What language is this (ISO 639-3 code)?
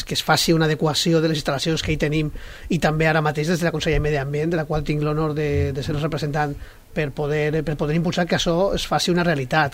cat